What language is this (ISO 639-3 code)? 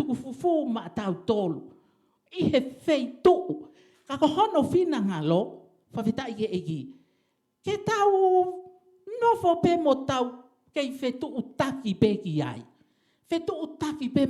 ton